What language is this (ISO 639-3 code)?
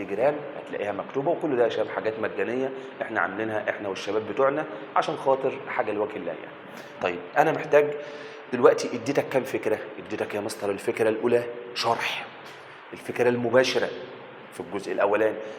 arz